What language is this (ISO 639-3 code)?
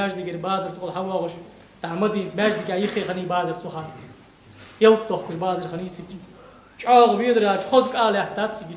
inh